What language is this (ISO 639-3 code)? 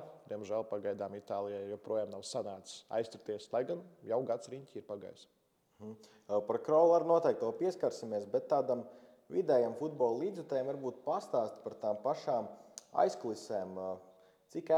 lav